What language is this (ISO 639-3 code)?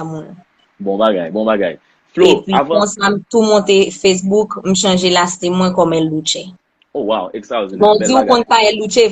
hat